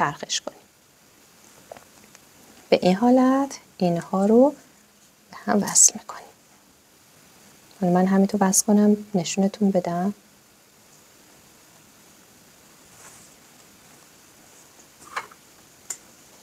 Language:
Persian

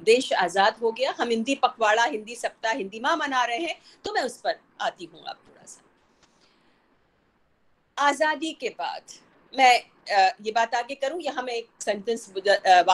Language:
Hindi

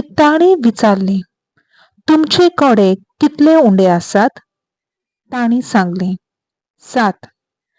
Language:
Konkani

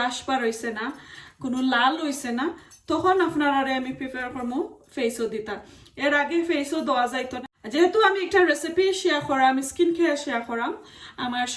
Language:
Sylheti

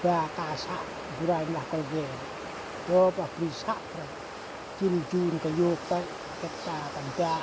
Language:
Central Mnong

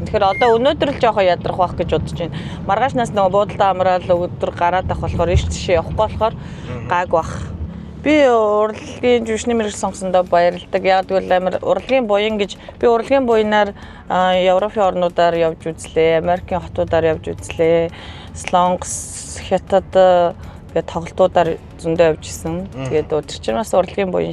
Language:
Mongolian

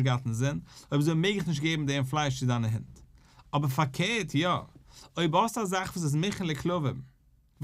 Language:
Yiddish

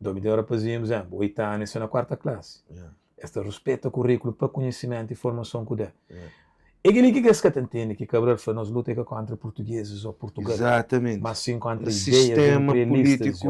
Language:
Kabuverdianu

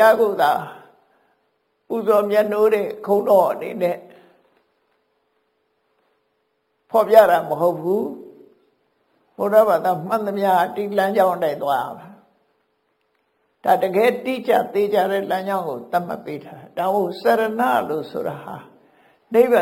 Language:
Burmese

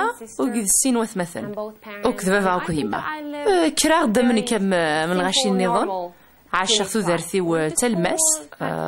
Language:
Kabyle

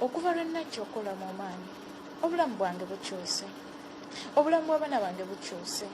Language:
Ganda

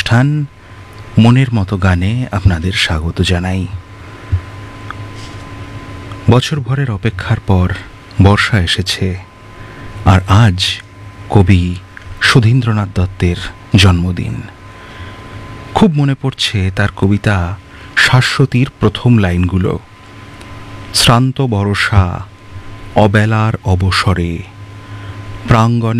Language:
Bangla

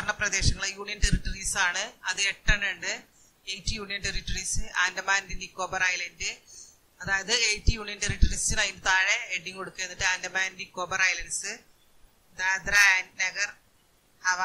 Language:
Malayalam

